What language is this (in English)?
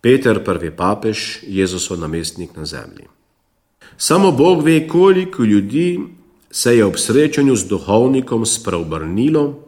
Slovenian